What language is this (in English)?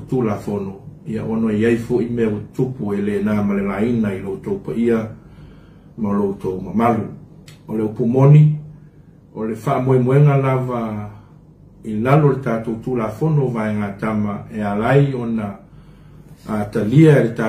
Samoan